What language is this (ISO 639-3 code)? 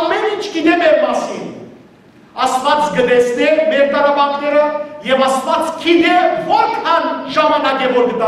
hyw